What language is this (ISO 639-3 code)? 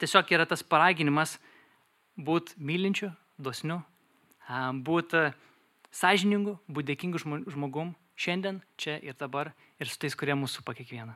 lit